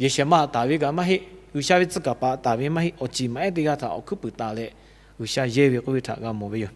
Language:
Lahu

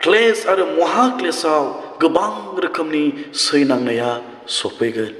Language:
Bodo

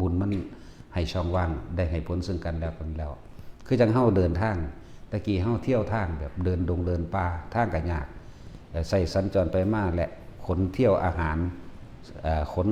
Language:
Lao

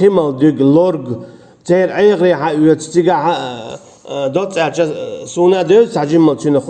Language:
Chechen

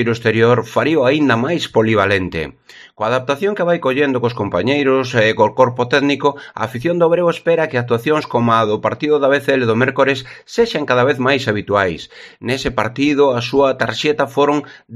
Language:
Galician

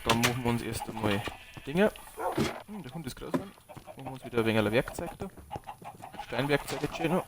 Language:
Bavarian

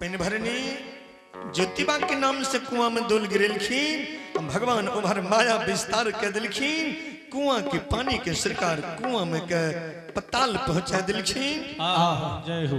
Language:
Angika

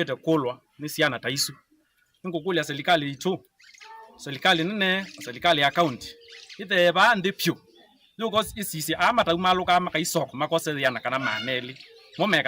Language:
Kamba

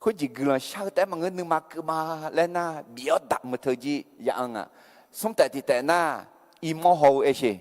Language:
Akha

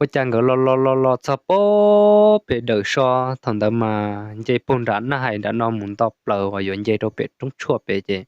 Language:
Hmong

